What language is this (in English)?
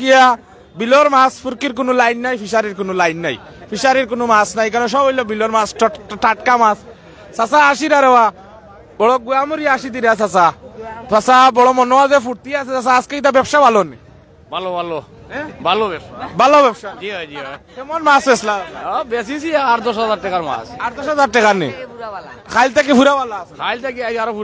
Sylheti